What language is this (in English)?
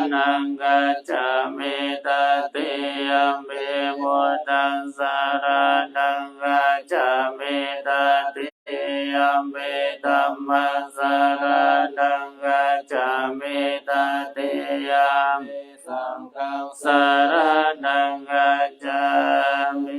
Pali